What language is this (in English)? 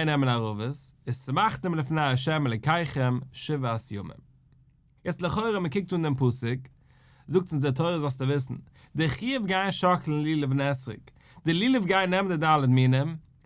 Yiddish